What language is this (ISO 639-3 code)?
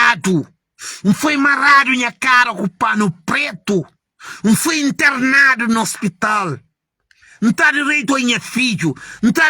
kea